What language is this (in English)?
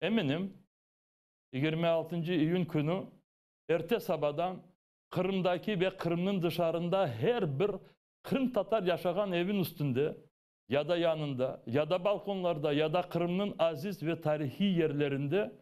Crimean Tatar